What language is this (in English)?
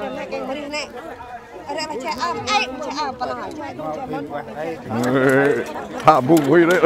Central Mnong